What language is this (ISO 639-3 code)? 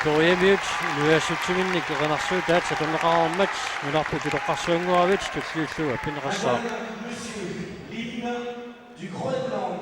kal